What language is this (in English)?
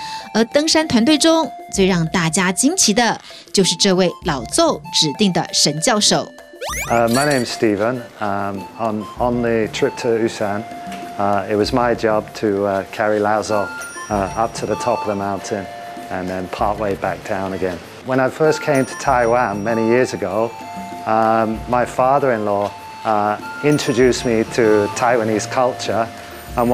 Chinese